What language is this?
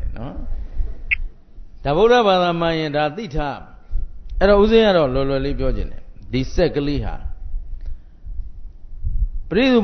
Burmese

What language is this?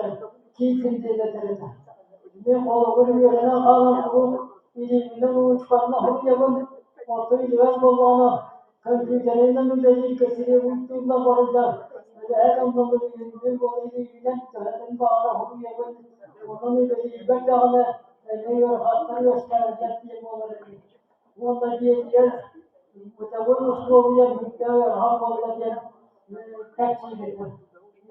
Yakut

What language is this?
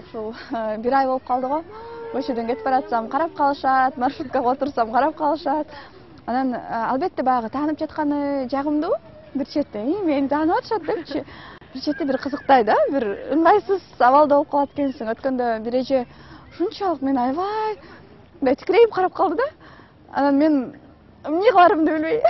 Kyrgyz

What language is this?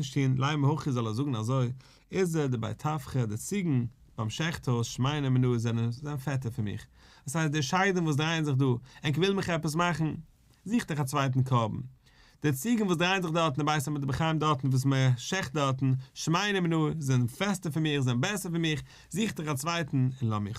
Yiddish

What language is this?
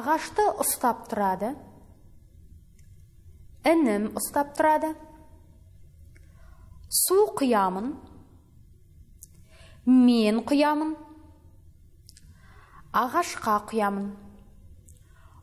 Kazakh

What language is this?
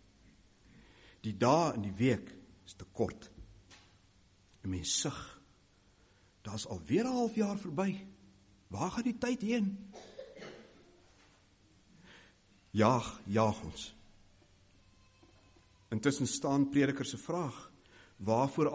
Afrikaans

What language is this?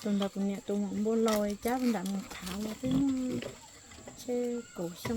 Hmong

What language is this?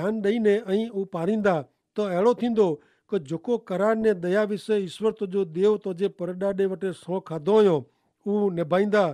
Kachhi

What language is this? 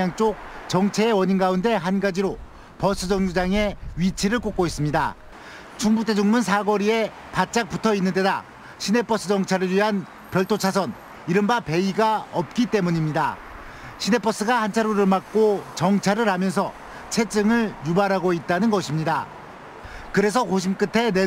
Korean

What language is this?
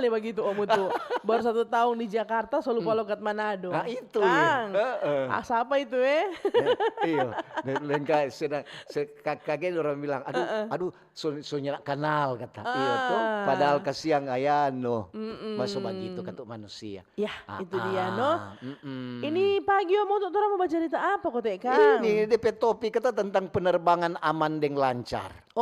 Manado Malay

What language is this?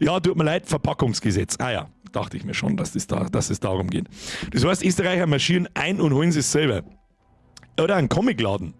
Bavarian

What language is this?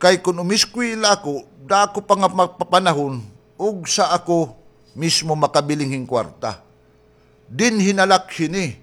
Waray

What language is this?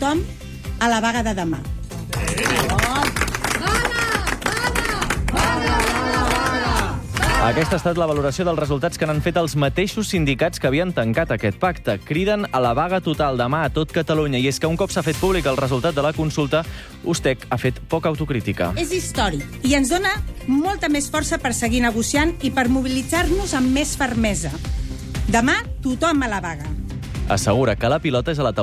Catalan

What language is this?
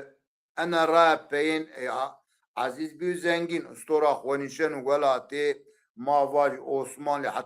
Zaza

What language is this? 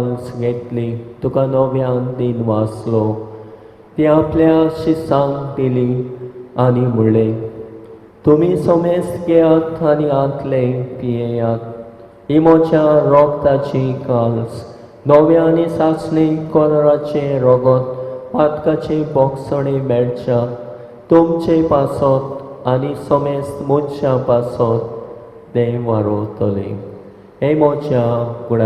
Konkani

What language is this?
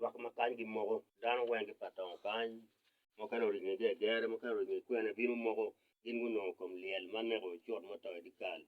Acoli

